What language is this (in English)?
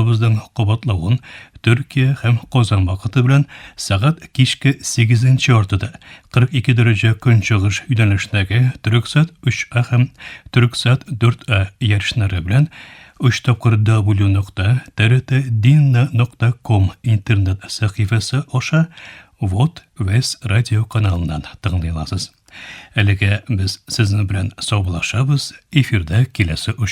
Tatar